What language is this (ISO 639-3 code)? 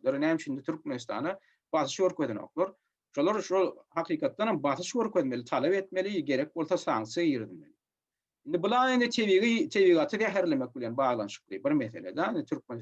tuk